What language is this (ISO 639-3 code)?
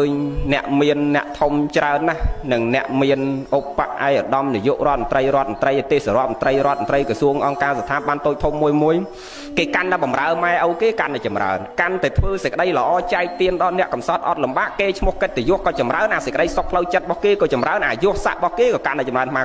khm